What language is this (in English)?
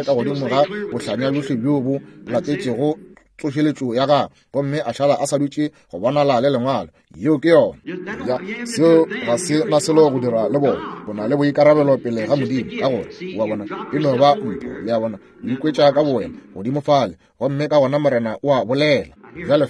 Northern Sotho